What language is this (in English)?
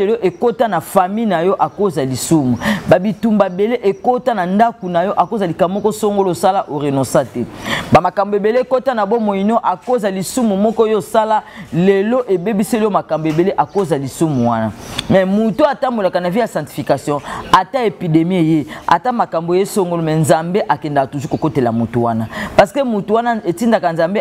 Lingala